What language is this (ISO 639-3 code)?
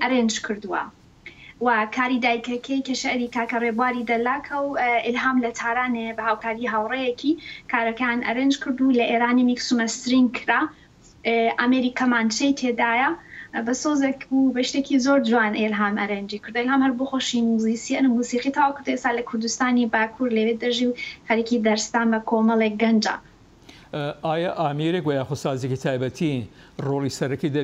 ckb